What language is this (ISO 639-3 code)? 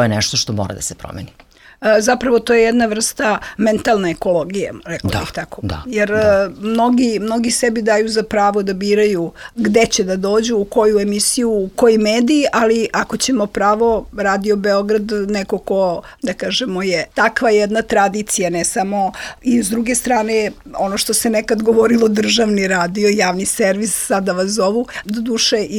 srp